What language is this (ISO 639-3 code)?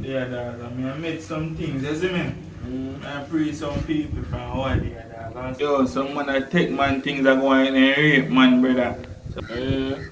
jam